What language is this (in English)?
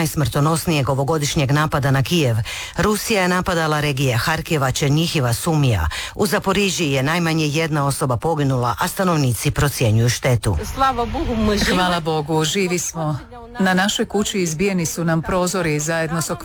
Croatian